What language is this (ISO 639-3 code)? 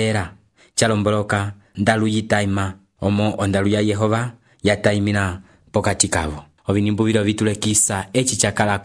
umb